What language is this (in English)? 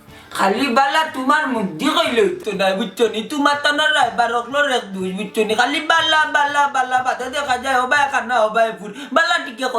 Sylheti